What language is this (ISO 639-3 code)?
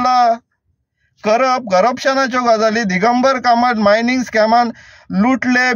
kok